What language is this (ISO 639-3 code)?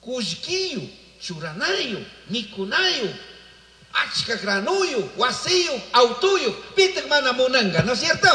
qug